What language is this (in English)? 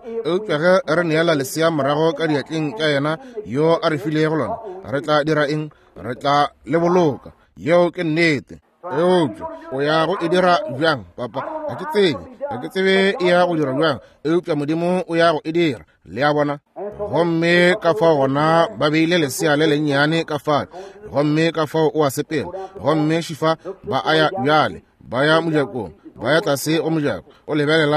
Northern Sotho